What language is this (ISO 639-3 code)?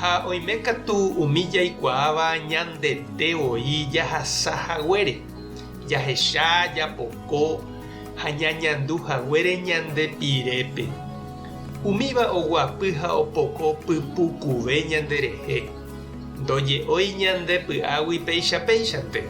grn